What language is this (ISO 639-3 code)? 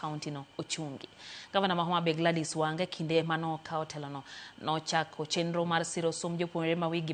luo